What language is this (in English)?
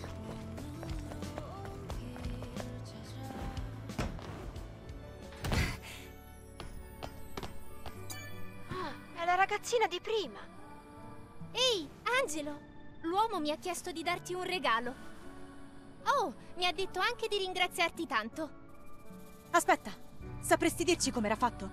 Italian